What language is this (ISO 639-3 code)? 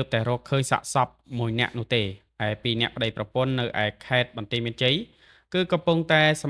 khm